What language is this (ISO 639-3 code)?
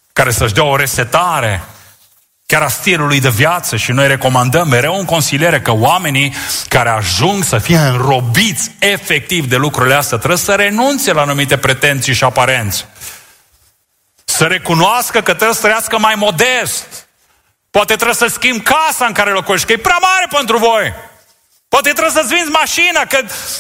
ron